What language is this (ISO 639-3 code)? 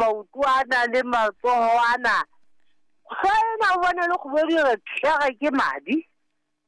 sot